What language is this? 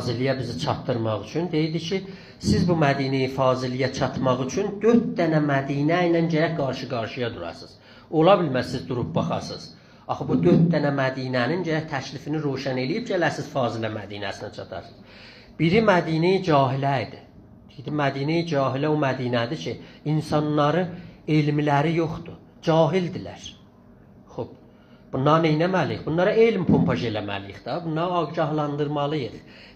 South Azerbaijani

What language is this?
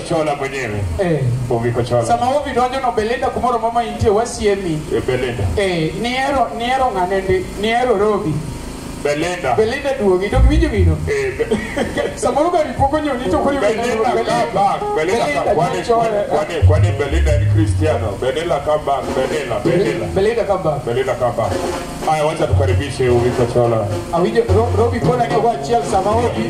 Luo (Kenya and Tanzania)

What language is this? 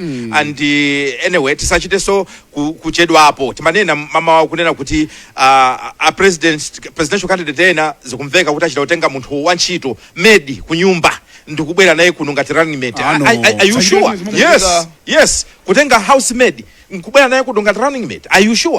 Nyanja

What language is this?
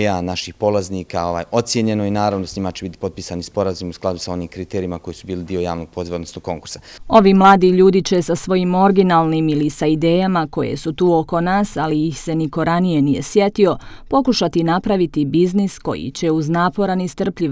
Bosnian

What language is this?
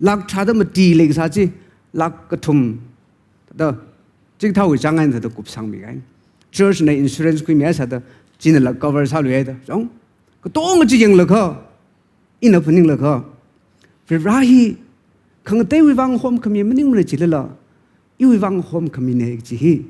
Tangkhul Naga (India)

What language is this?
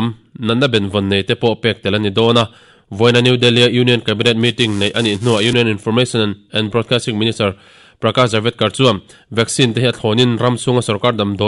Mizo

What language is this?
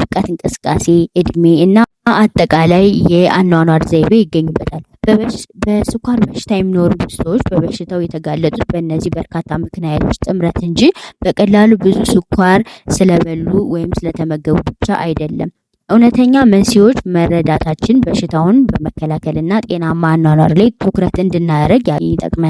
Amharic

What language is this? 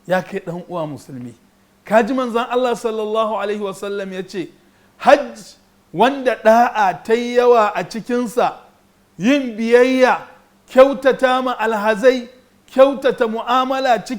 Hausa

